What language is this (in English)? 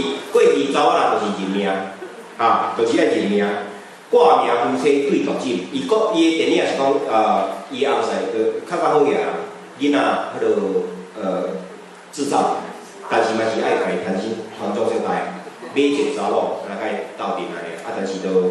Min Nan Chinese